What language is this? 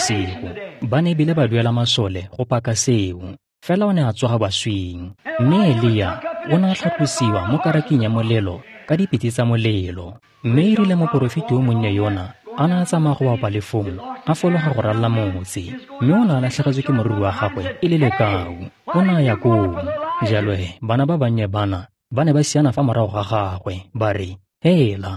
Tswana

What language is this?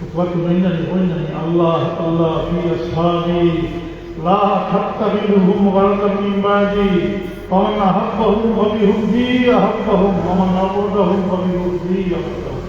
Sylheti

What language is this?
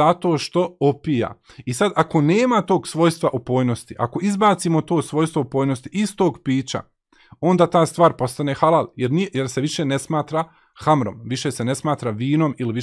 Bosnian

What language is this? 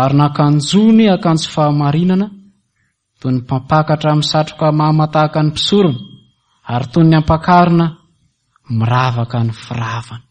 Malagasy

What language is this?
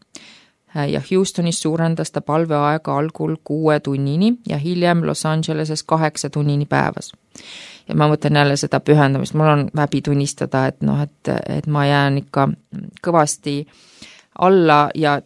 Estonian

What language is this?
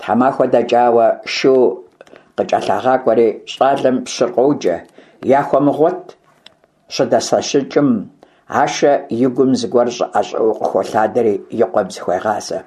Kabardian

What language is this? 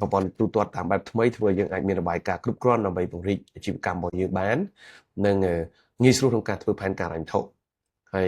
Khmer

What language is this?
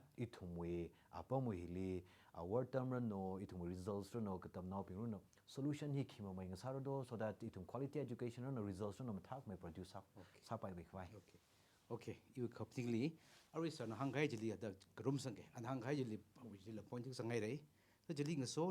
Tangkhul Naga (India)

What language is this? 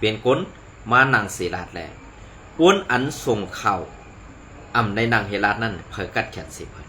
Shan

